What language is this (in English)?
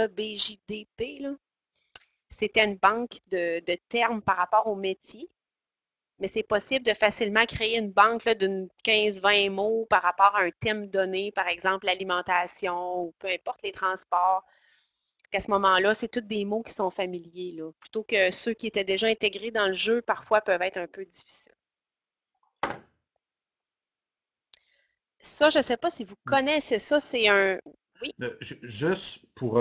French